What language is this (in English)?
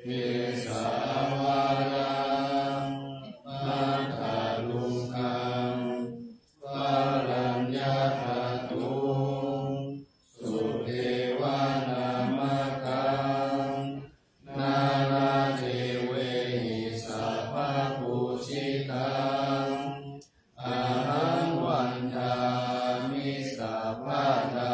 Pali